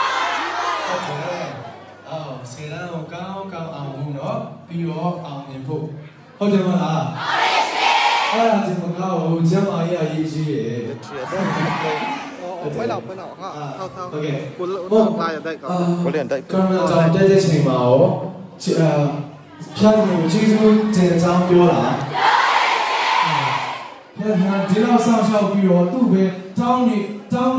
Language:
Burmese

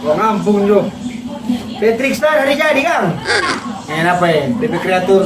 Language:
Manado Malay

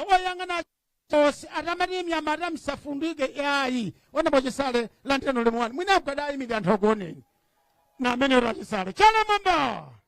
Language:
Nyanja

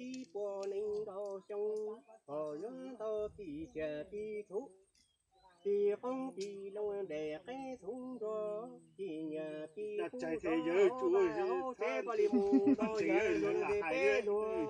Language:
Hmong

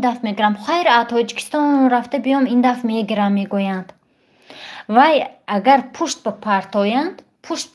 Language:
Tajik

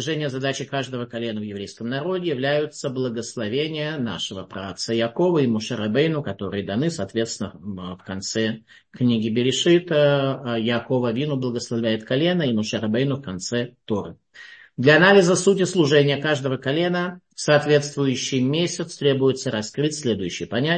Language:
Russian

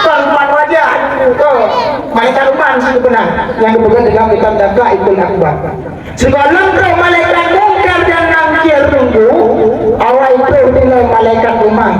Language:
Achinese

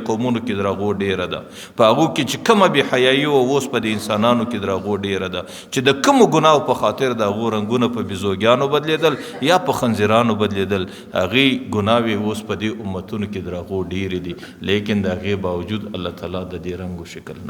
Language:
Pashto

